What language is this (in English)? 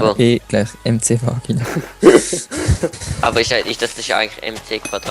Swiss German